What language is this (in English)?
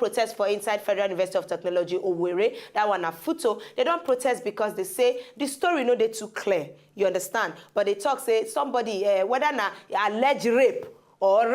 Nigerian Pidgin